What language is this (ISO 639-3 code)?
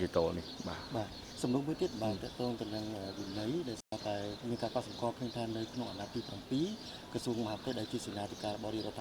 khm